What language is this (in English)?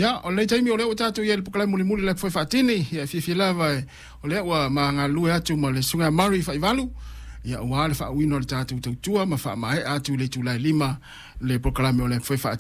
Samoan